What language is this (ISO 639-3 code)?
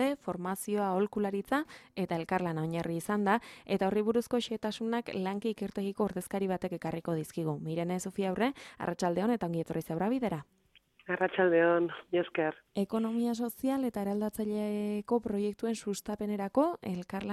eus